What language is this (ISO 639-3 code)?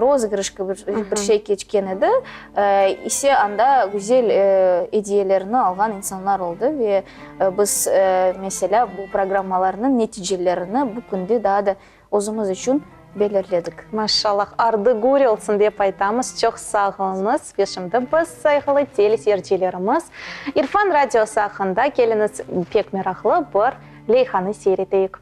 crh